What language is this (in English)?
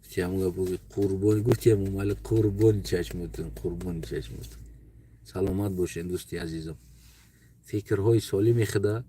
Tajik